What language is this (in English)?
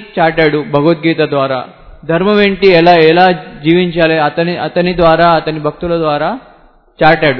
Telugu